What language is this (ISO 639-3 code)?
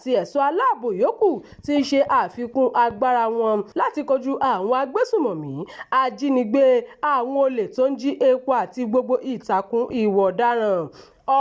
yor